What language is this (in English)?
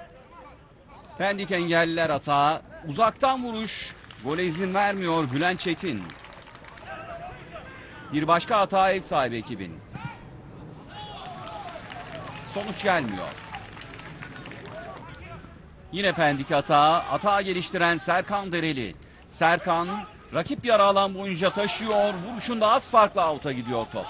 Turkish